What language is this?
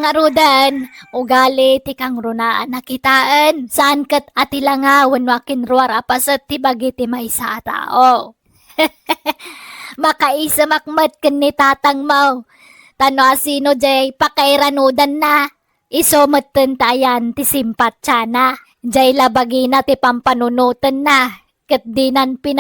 Iloko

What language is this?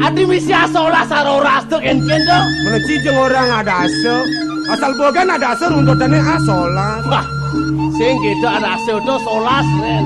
Balinese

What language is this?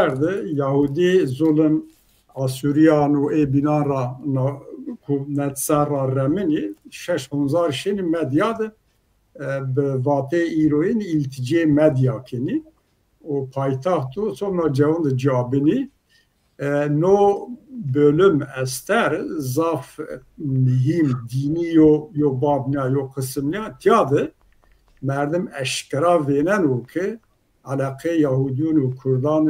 Zaza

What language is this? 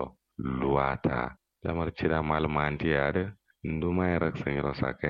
Kanuri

